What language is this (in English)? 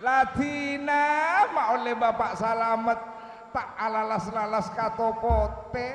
Madurese